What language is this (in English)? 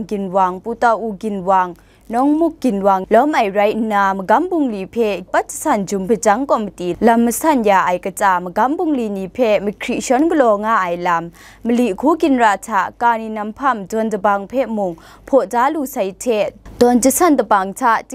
Kachin